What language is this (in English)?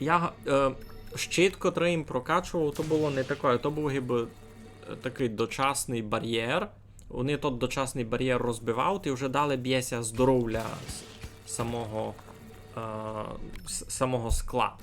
Rusyn